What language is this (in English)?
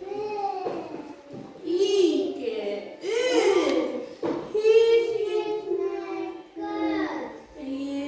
Bashkir